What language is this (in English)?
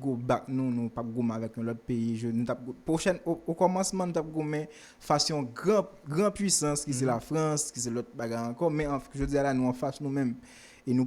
Haitian Creole